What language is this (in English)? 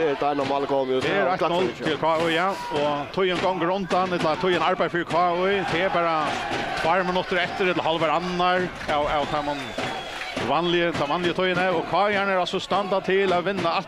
Faroese